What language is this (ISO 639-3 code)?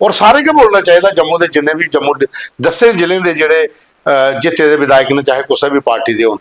doi